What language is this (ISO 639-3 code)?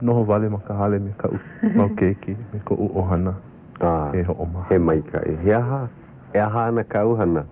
haw